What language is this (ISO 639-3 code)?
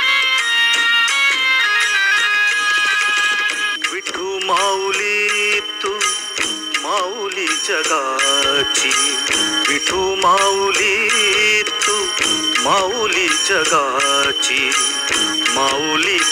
mar